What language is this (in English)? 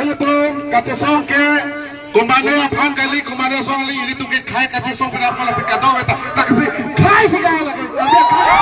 Karbi